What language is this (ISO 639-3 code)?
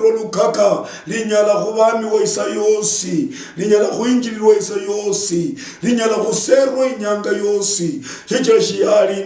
luy